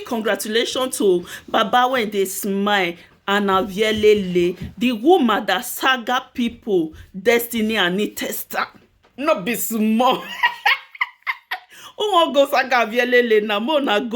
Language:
Nigerian Pidgin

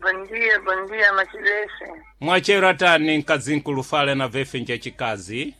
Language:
Sena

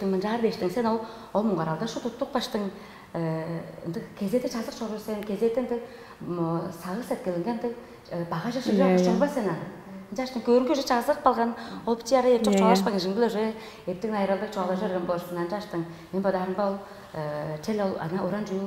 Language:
Tuvinian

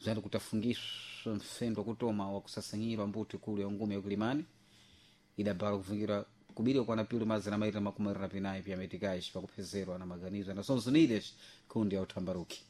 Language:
Sena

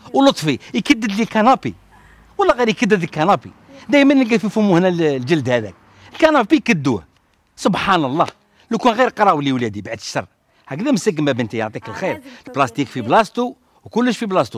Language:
Algerian Arabic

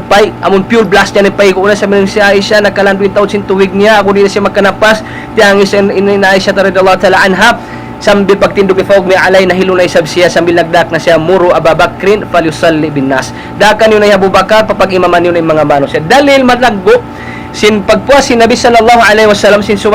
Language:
Tausug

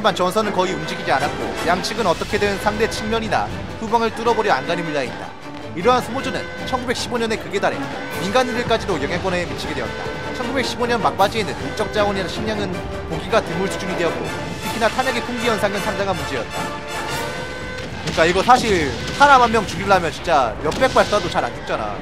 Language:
Korean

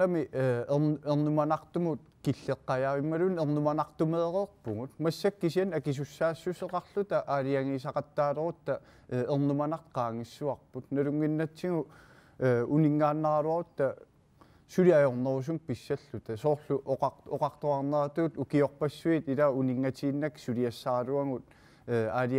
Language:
Kalaallisut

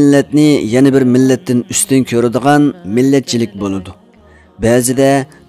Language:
Uyghur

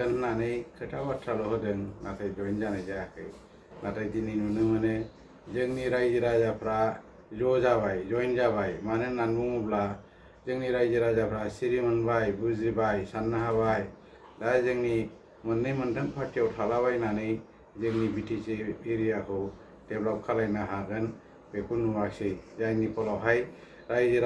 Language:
Bodo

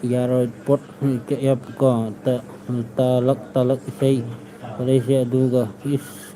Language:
Manipuri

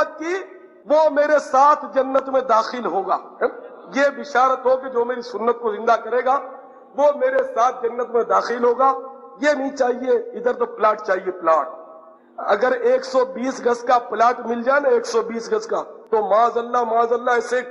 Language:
Urdu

